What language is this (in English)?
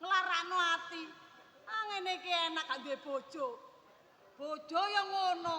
Javanese